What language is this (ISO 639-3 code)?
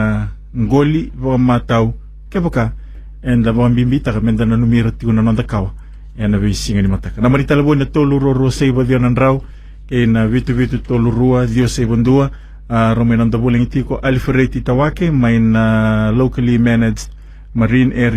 fij